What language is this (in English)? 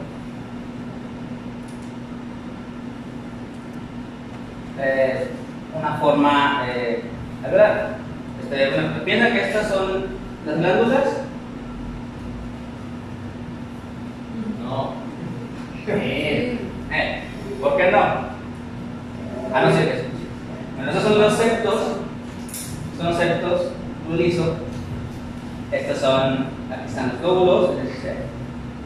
Spanish